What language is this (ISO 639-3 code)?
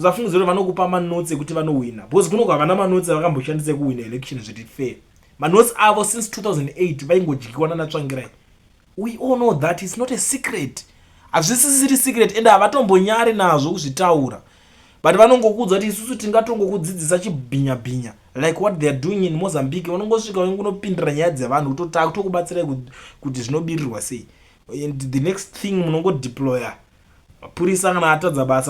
sna